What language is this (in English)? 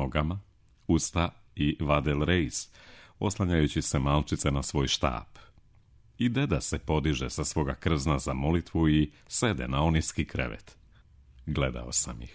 Serbian